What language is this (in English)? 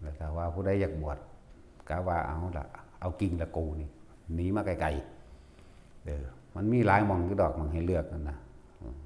Northeastern Thai